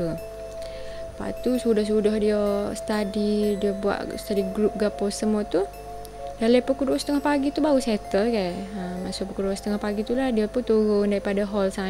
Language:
Malay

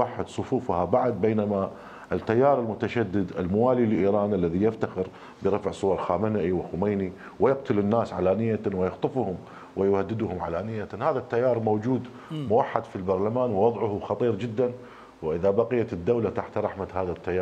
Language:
Mesopotamian Arabic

